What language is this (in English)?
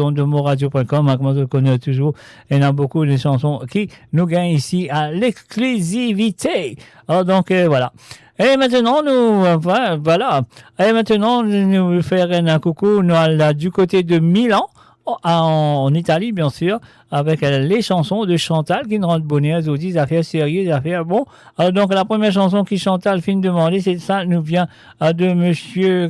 Morisyen